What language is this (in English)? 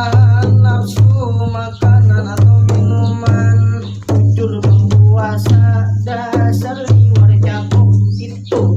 Banjar